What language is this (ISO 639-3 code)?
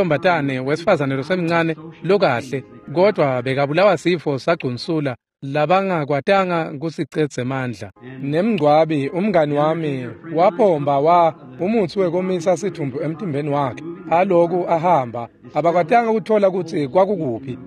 ssw